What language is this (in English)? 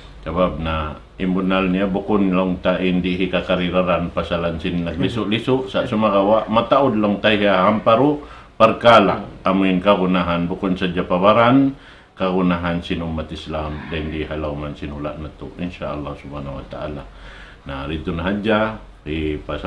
Tausug